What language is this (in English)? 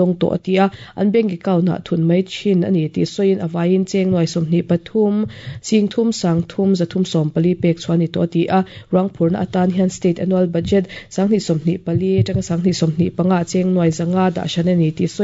Mizo